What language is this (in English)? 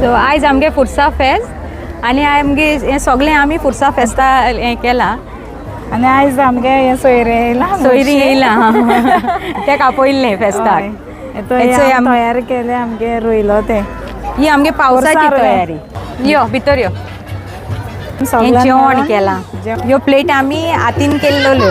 Konkani